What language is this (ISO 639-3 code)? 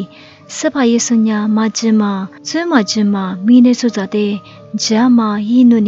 lis